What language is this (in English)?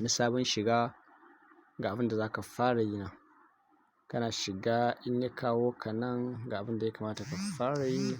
Hausa